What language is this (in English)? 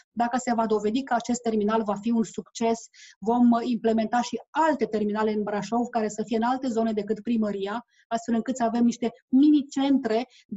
Romanian